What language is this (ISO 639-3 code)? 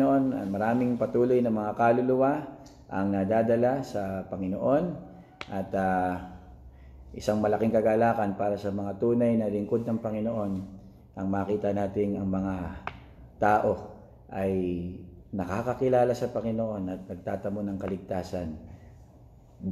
fil